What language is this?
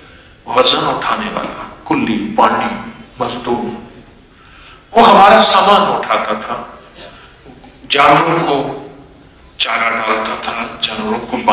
Urdu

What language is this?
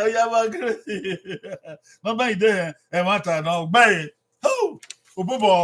Bini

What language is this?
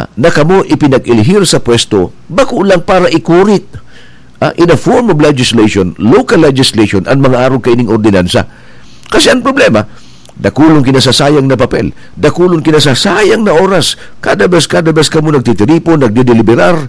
Bikol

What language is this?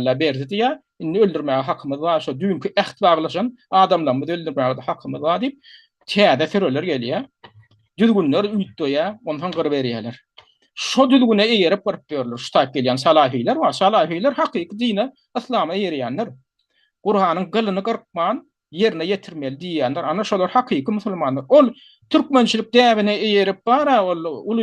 Turkmen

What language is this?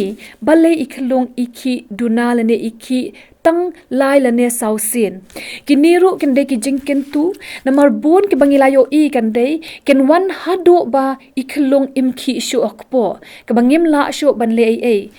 Khasi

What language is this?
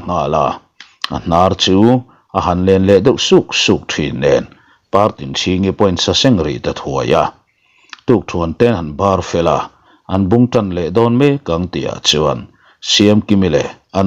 Mizo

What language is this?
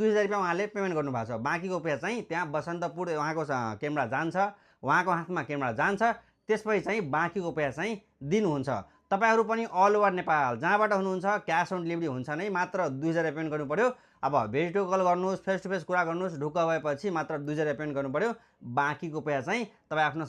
Nepali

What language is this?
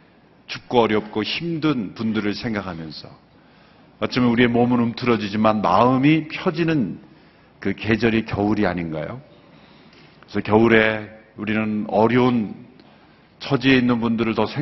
Korean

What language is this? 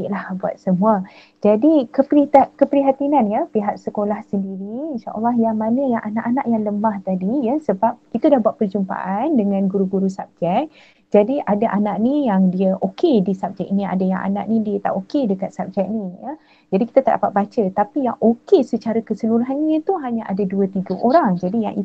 Malay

